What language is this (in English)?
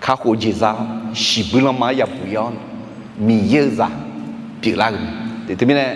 Akha